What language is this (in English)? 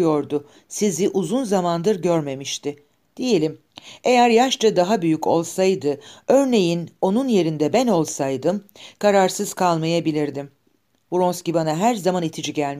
Turkish